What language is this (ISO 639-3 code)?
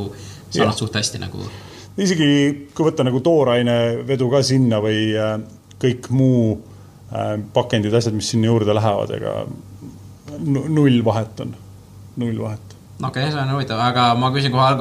est